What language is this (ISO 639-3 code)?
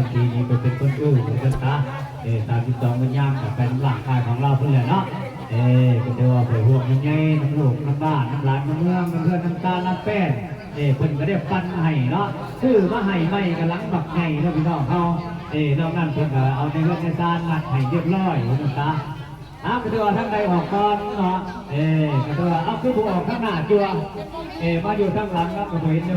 lao